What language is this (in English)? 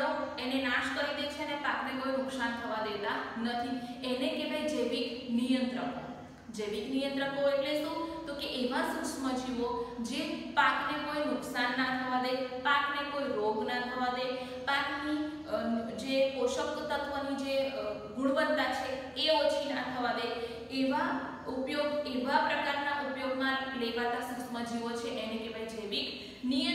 Gujarati